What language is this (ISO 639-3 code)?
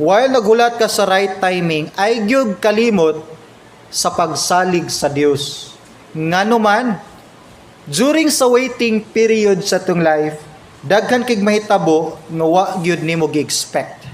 ceb